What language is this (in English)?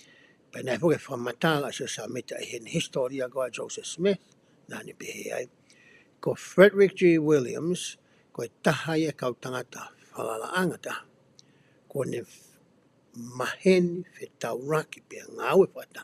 Tongan